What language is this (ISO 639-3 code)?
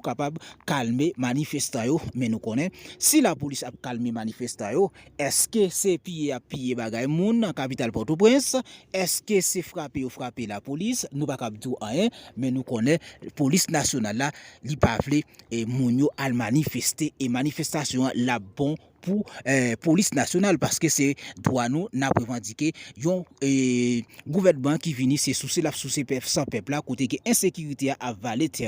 hat